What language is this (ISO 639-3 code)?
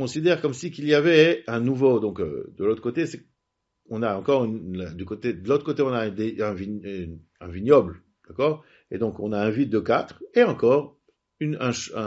fra